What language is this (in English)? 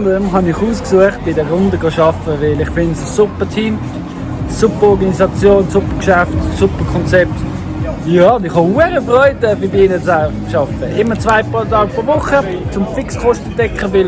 Swiss German